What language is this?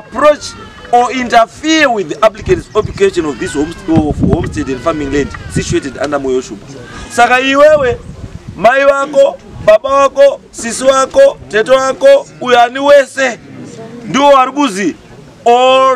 Shona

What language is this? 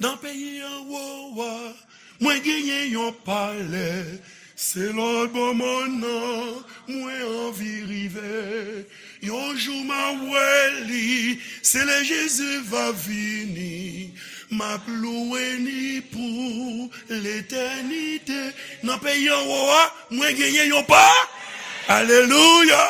Haitian Creole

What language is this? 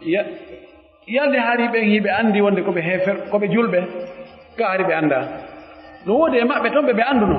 Pular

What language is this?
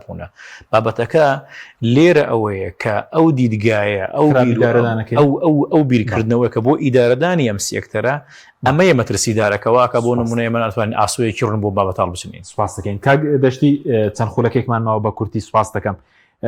Central Kurdish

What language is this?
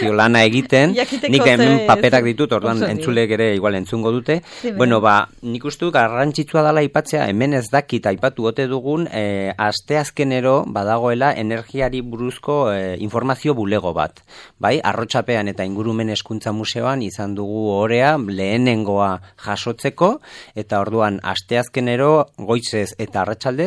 Basque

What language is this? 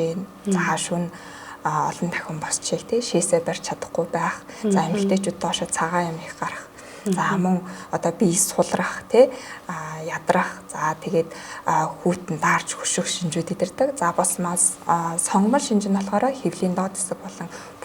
Mongolian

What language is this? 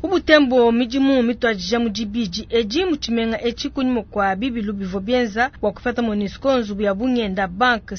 Luba-Lulua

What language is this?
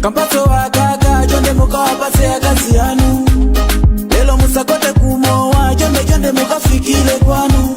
Nyanja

